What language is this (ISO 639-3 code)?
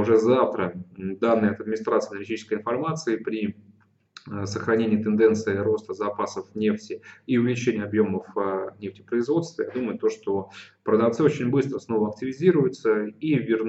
rus